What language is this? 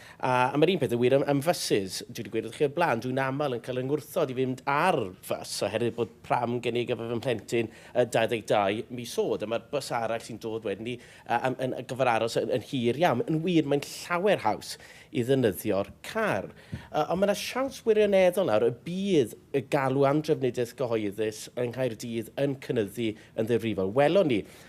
Welsh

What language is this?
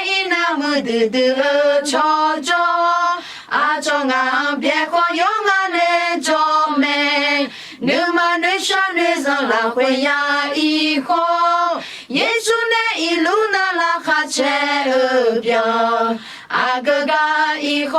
Akha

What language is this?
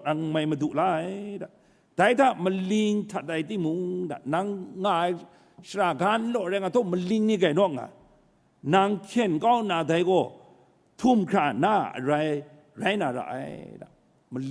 Kachin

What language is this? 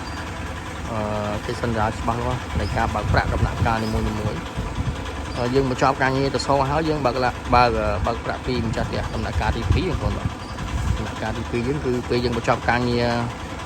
Khmer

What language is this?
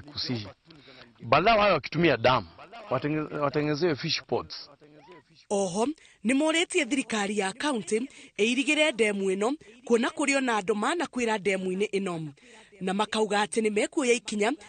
Kikuyu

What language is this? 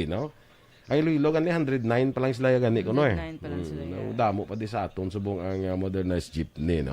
Hiligaynon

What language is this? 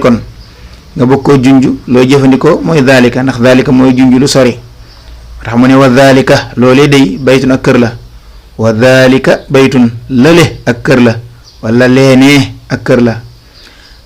Wolof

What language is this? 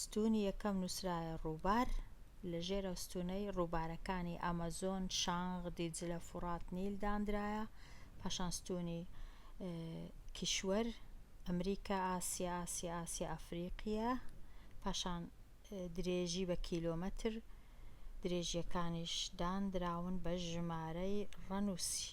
Central Kurdish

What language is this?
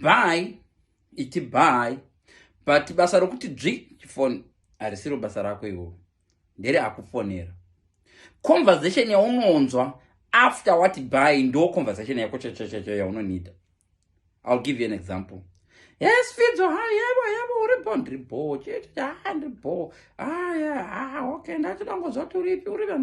Shona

